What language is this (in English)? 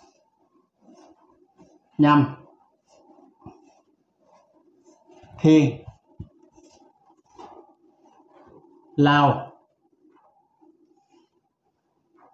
Vietnamese